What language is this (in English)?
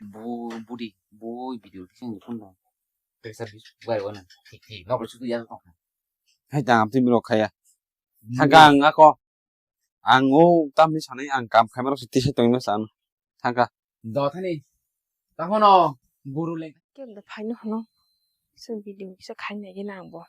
Kok Borok